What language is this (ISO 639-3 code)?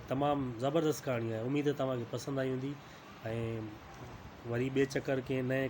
snd